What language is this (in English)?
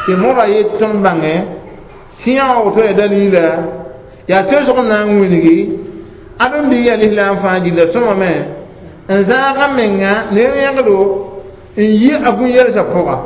Mossi